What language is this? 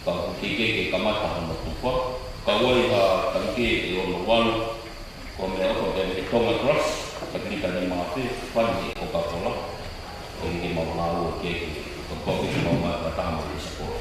Tongan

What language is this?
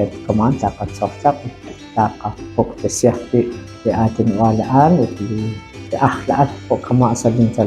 Kekchí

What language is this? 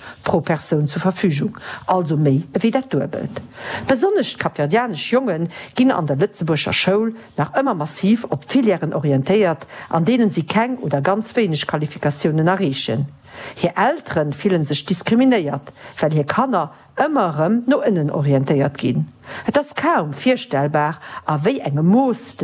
Luxembourgish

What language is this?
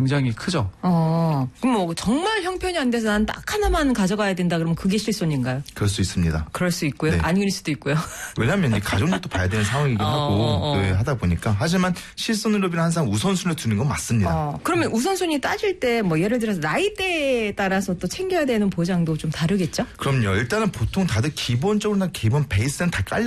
Korean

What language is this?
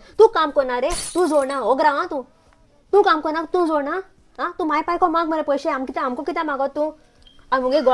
Konkani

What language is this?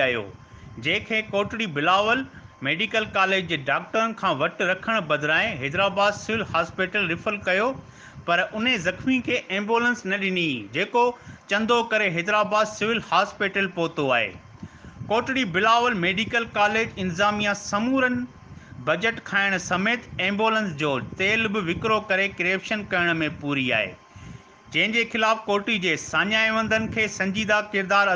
Sindhi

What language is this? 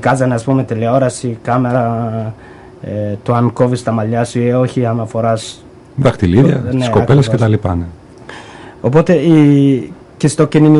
Greek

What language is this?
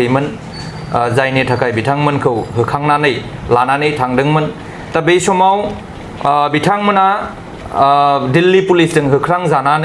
Bodo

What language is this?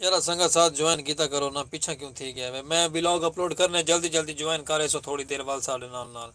Saraiki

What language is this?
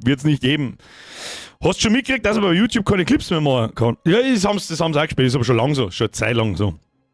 Bavarian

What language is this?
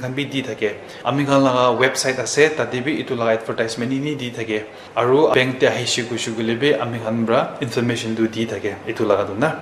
Naga Pidgin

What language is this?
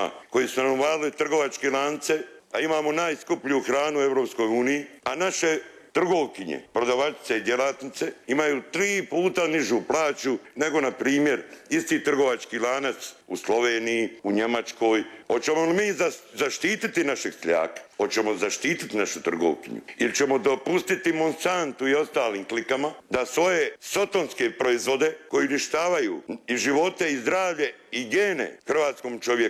Croatian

